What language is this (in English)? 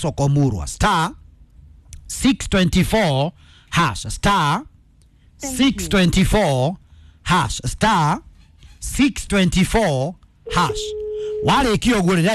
Kikuyu